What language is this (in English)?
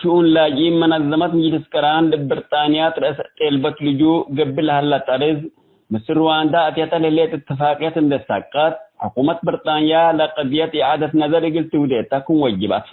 Tigre